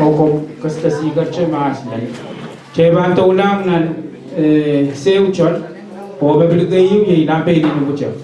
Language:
Pohnpeian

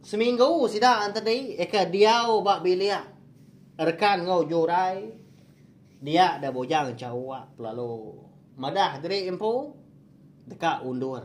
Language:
Iban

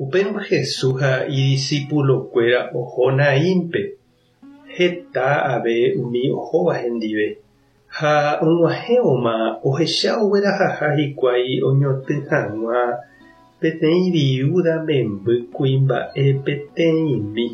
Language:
Guarani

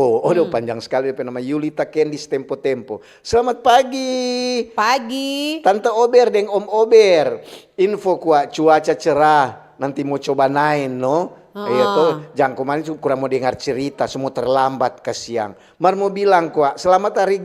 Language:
Manado Malay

